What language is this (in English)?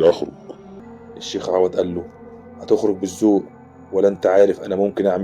Egyptian Arabic